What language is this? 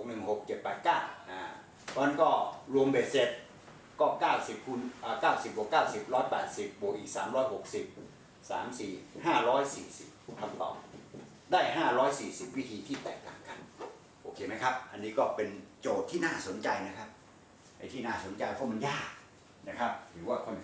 Thai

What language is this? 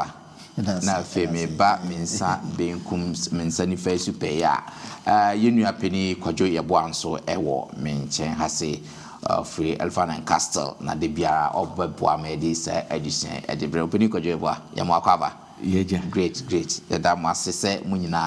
Akan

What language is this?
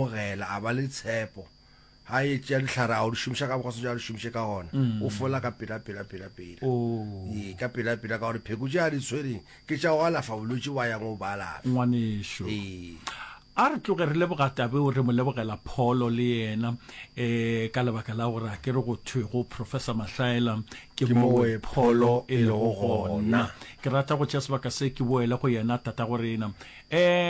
Northern Sotho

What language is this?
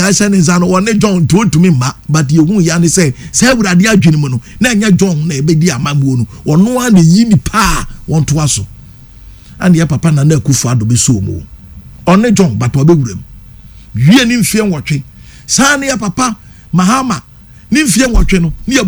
Akan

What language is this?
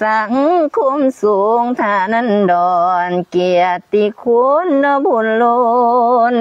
Lao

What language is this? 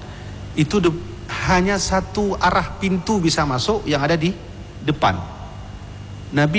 Indonesian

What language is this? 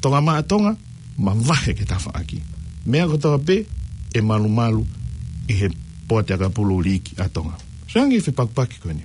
Tongan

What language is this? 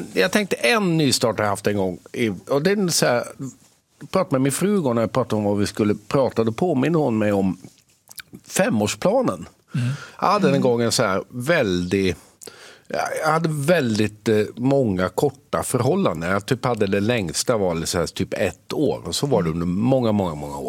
Swedish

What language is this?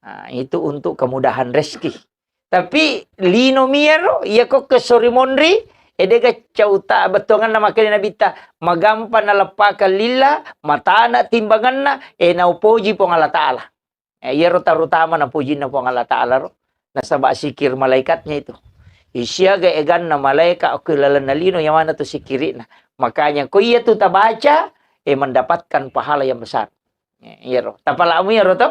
Buginese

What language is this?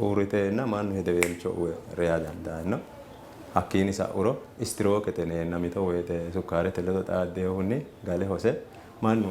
Sidamo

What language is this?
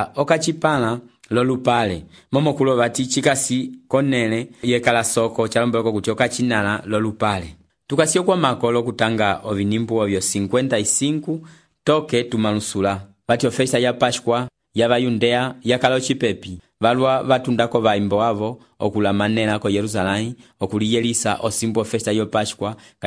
Umbundu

